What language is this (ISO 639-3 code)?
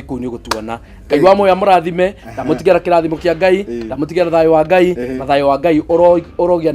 kik